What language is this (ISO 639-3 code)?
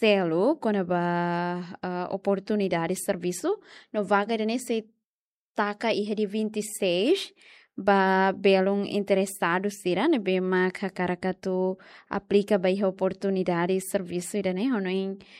tet